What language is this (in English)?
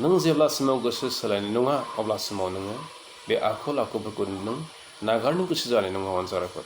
Bodo